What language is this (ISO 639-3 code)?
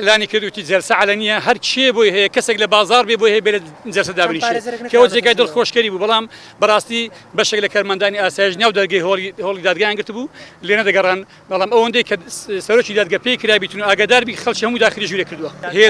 ckb